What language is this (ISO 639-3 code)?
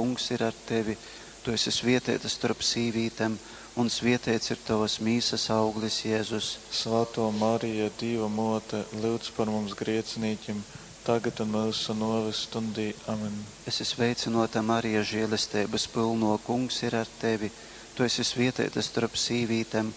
ltg